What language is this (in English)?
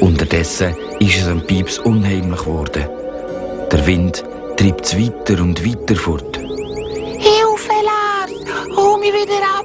Swiss German